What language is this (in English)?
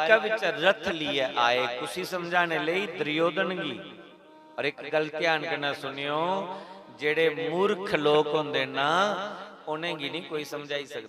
Dogri